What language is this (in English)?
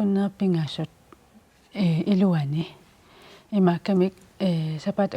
Kalaallisut